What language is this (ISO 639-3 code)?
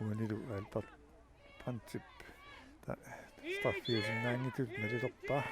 kal